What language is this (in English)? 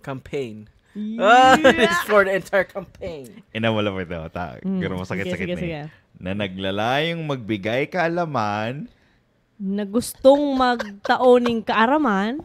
Bikol